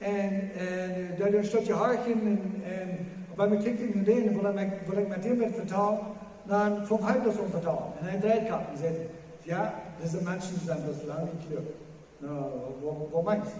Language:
Plautdietsch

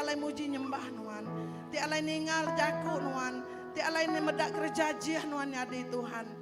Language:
Iban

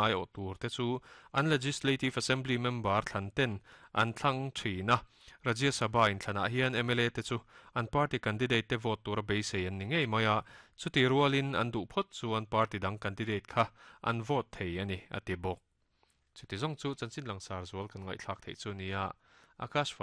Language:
Mizo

